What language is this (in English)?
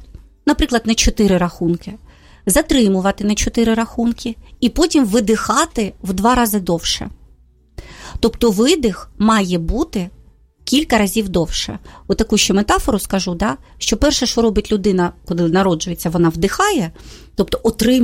Ukrainian